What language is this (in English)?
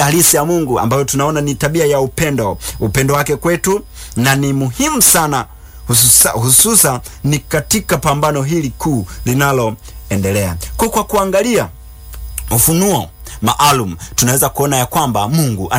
Swahili